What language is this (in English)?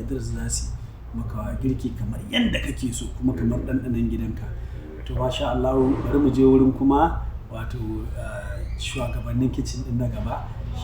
Hausa